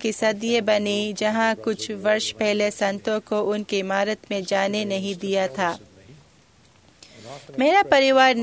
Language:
Hindi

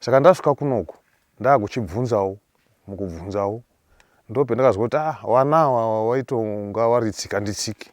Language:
Shona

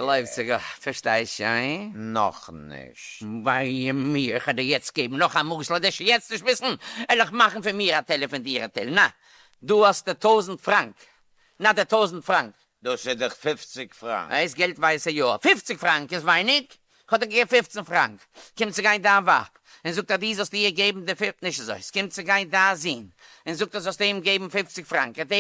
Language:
Yiddish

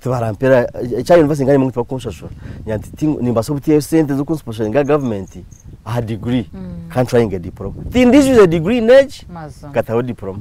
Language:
Nyankole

